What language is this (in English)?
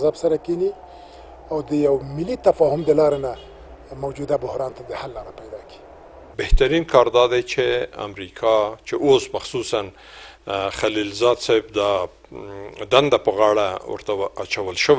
Pashto